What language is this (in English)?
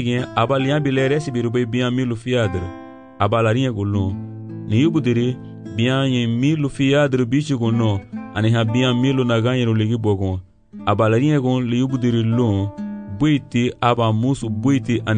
Garifuna